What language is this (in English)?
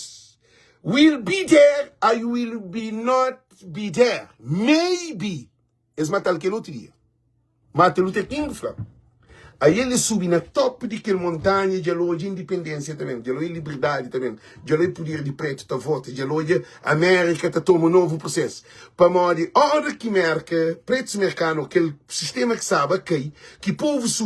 Kabuverdianu